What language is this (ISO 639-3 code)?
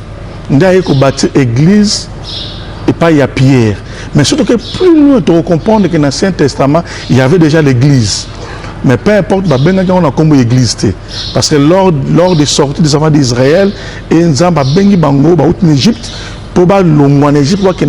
lin